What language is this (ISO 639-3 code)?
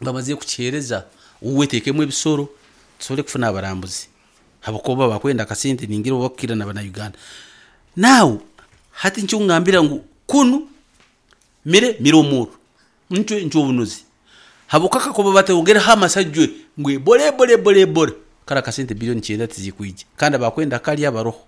nyn